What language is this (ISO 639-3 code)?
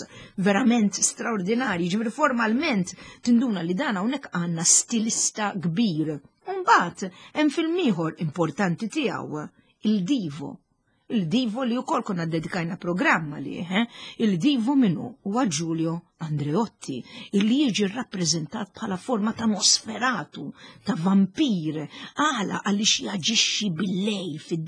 mlt